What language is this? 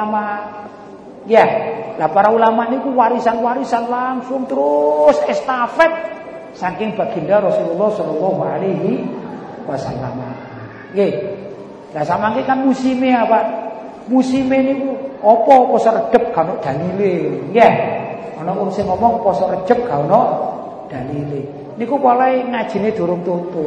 Javanese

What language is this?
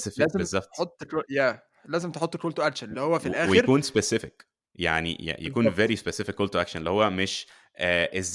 Egyptian Arabic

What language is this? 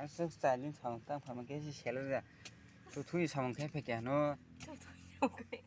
Kok Borok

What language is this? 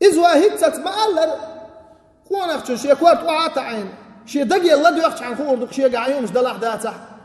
Chechen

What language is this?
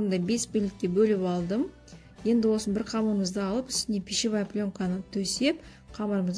Kazakh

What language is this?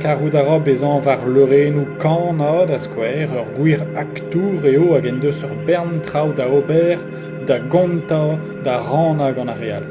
Breton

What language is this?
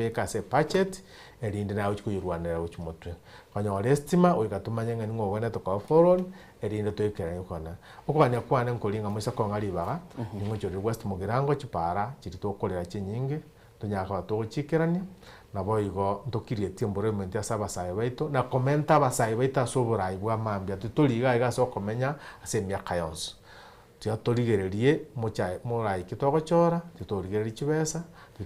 Gusii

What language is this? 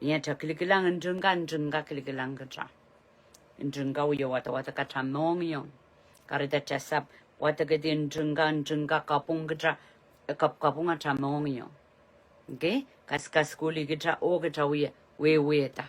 Pohnpeian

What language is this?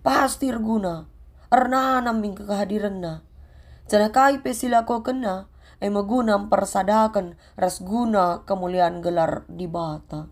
Batak Karo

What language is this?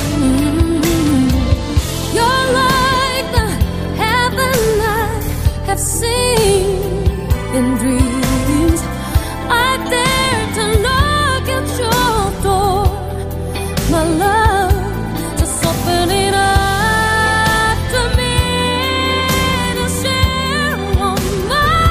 Korean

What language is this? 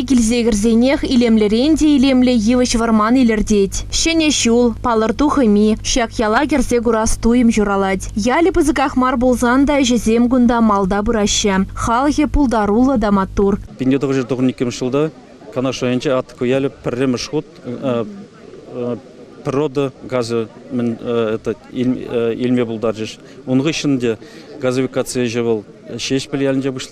Chuvash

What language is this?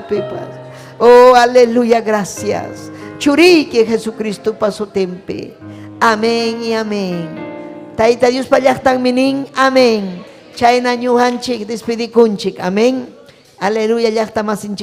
Ayacucho Quechua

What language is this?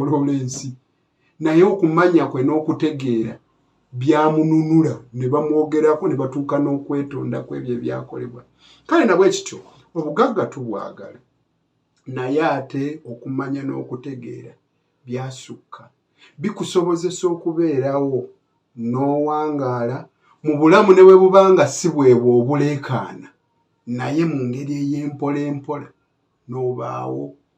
Ganda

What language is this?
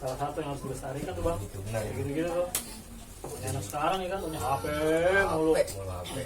Betawi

